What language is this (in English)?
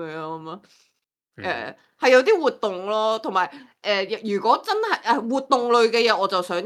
Cantonese